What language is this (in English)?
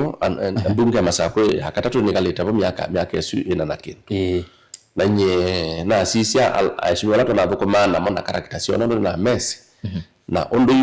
Kamba